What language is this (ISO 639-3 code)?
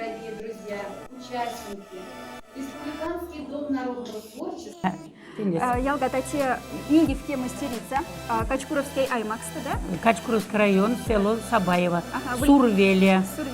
mdf